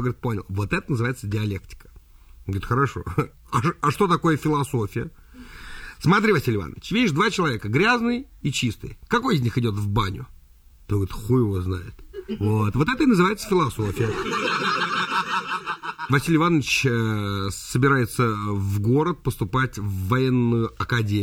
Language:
Russian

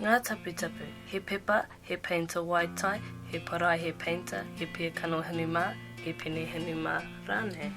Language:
Māori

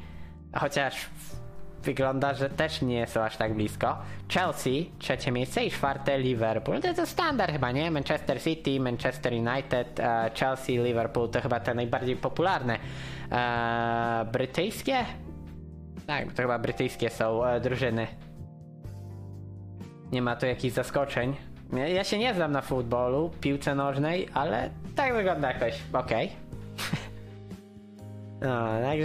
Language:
Polish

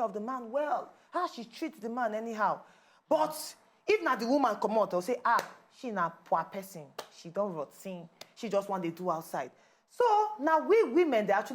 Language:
Nigerian Pidgin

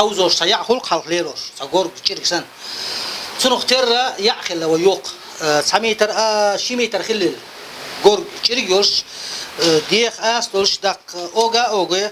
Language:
Chechen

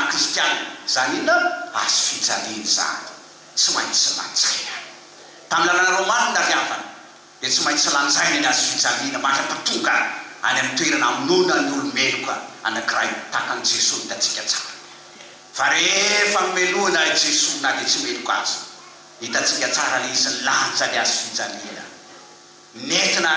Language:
Malagasy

